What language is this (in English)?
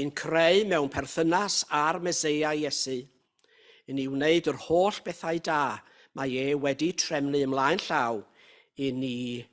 Welsh